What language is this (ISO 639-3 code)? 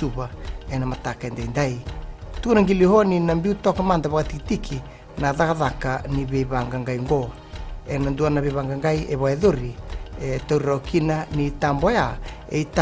fij